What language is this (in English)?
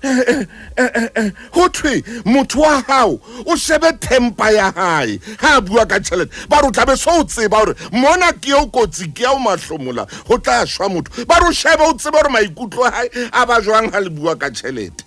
Southern Sotho